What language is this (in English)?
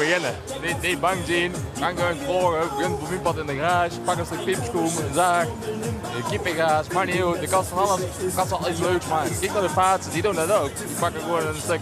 Limburgish